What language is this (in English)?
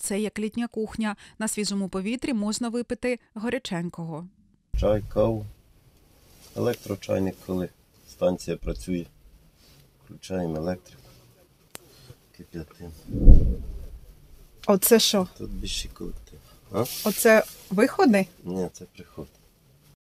Ukrainian